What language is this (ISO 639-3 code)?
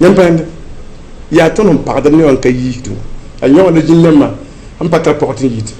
mos